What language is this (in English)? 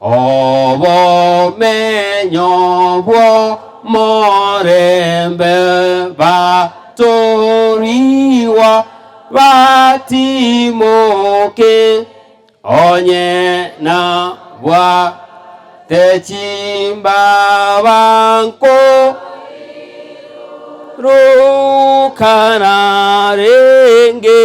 Gusii